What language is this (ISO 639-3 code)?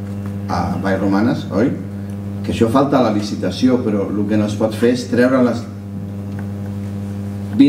cat